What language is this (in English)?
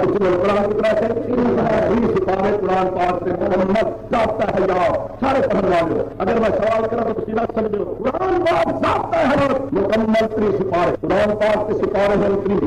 Saraiki